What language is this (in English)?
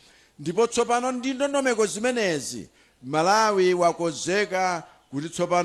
Nyanja